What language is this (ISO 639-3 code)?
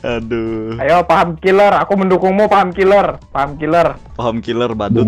bjn